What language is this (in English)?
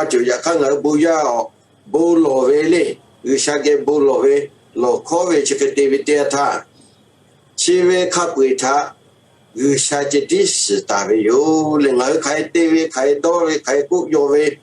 Lahu